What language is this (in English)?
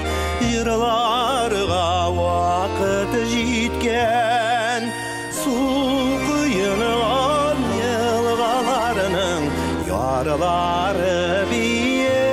Bashkir